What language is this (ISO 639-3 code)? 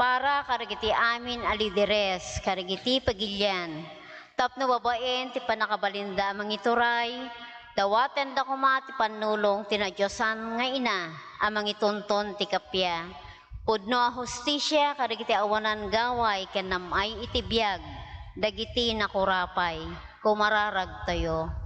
ilo